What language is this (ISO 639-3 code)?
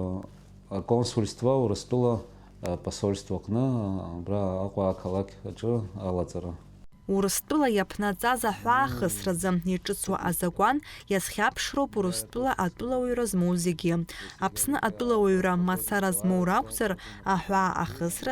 abk